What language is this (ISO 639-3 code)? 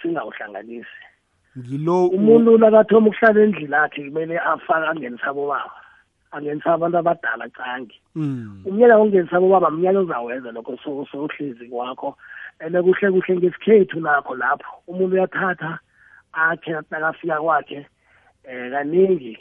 nbl